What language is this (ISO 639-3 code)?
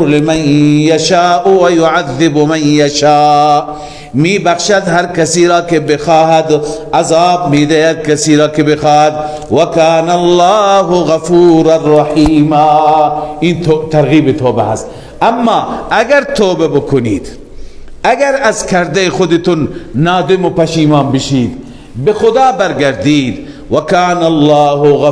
fas